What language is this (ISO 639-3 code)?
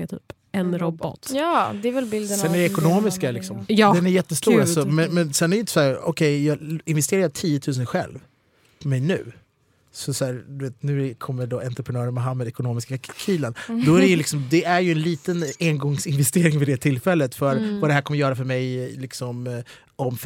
swe